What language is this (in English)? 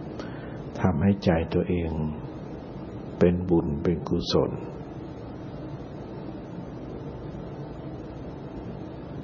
Thai